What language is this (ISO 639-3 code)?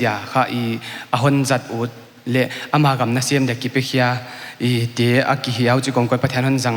pck